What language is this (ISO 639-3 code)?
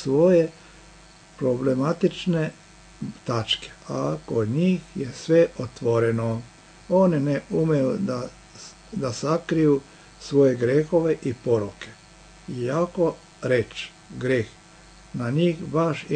srp